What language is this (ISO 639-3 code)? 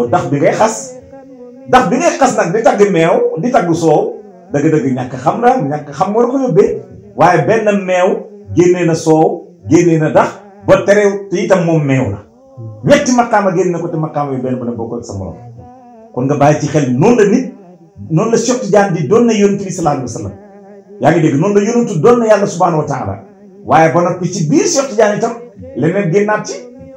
wol